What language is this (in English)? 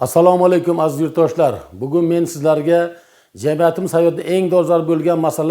Uzbek